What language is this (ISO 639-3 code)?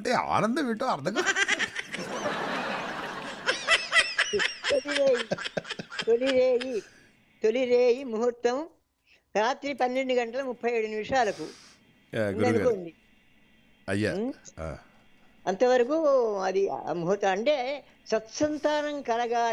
tel